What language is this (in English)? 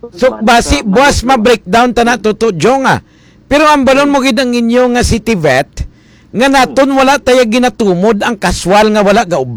Hiligaynon